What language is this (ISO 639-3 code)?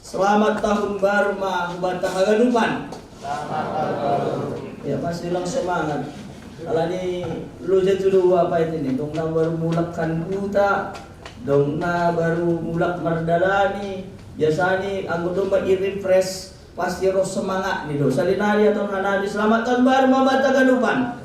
bts